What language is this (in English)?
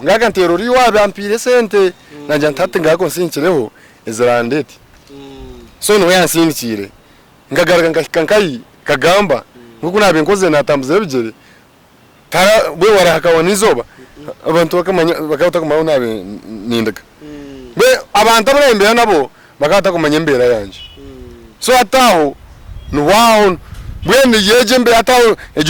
Nyankole